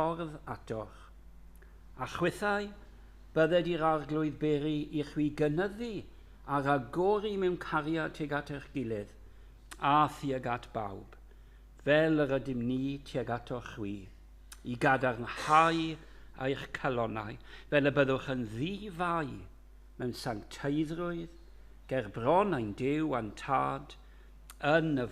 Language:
Welsh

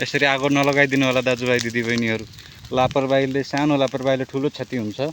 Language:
Nepali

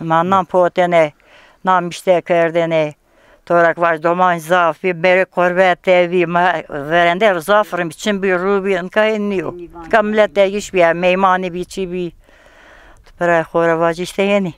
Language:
Zaza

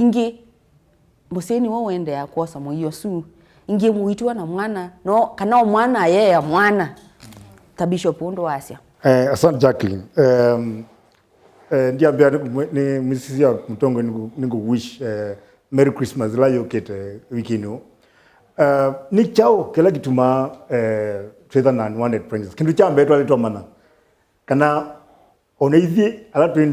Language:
Kamba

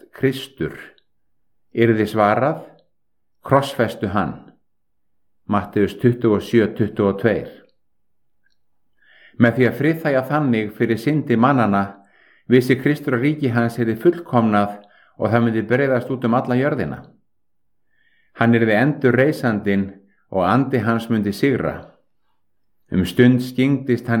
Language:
Icelandic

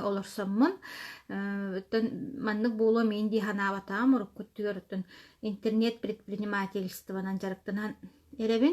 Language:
Yakut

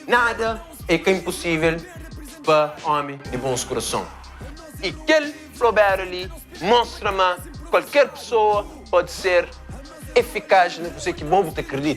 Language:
Kabuverdianu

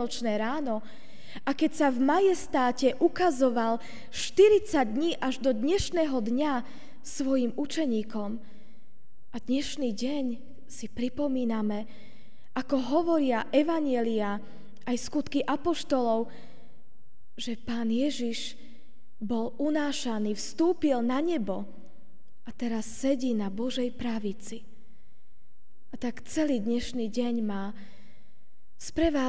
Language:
Slovak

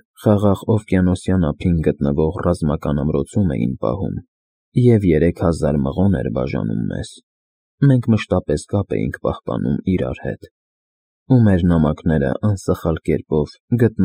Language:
Armenian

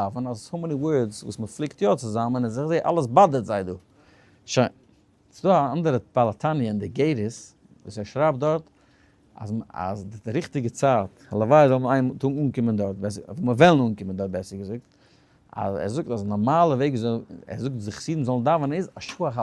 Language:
Yiddish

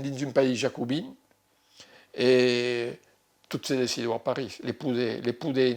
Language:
Occitan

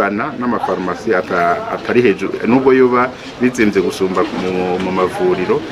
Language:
Rundi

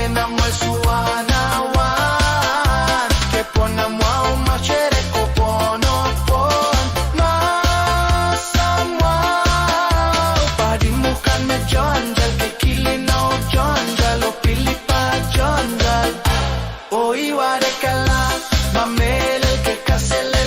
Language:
Pohnpeian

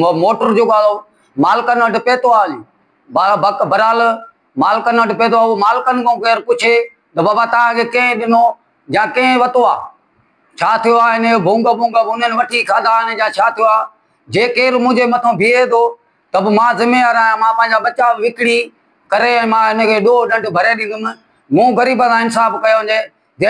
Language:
Sindhi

